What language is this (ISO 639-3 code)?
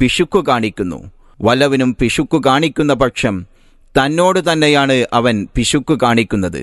mal